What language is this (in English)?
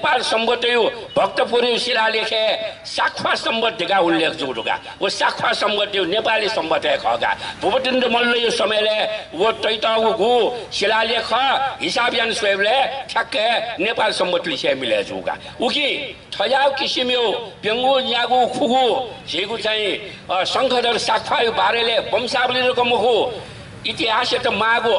Newari